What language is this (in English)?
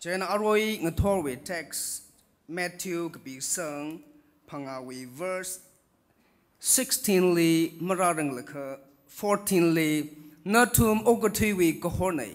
Tangkhul Naga (India)